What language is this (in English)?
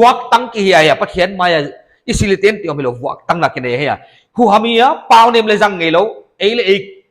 Paite Chin